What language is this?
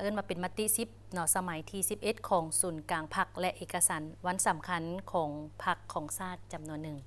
Lao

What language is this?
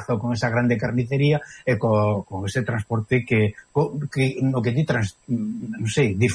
Galician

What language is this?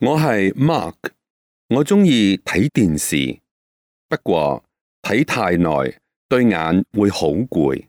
Cantonese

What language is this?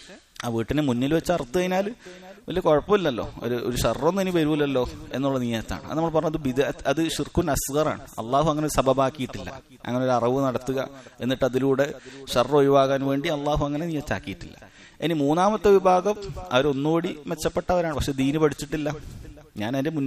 Malayalam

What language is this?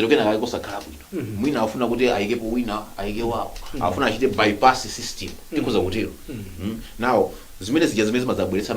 Nyanja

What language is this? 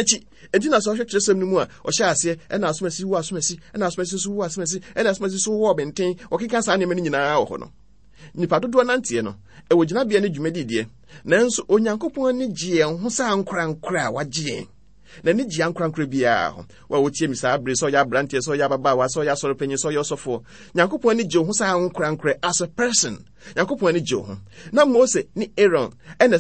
Akan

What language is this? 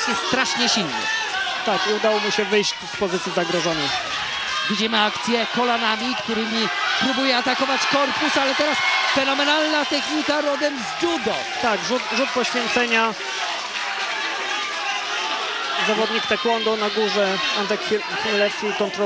Polish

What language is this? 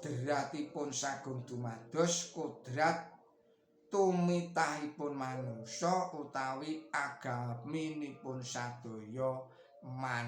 Javanese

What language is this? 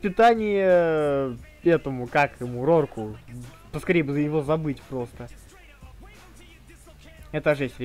Russian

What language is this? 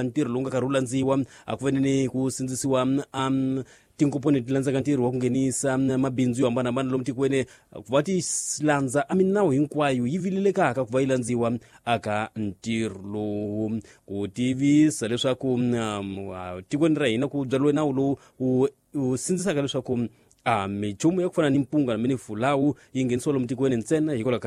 Tsonga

